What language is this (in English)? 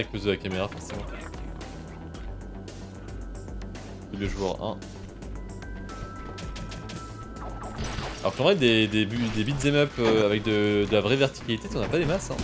French